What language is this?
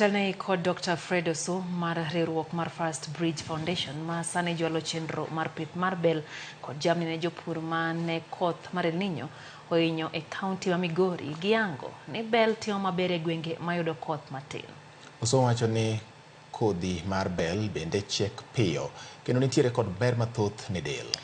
Luo (Kenya and Tanzania)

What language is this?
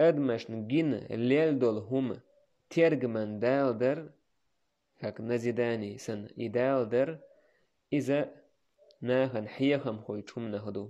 Chechen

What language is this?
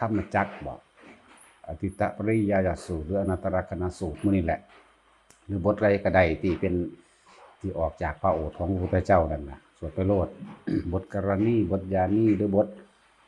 Northeastern Thai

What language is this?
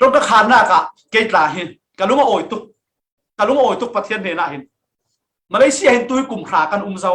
Falam Chin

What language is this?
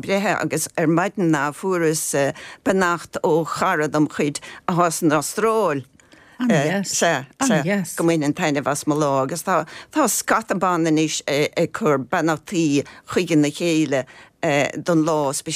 Irish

